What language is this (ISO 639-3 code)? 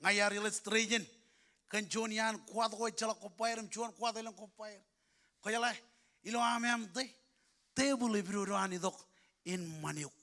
mah